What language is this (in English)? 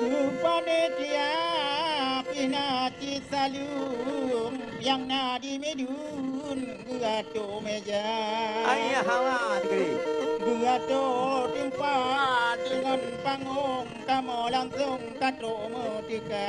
Achinese